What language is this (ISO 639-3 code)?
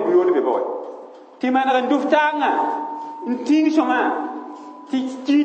mos